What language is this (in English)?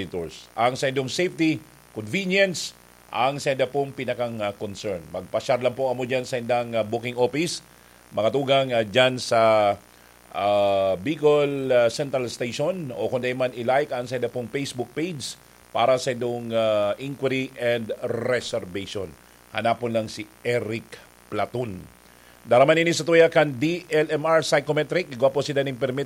Bikol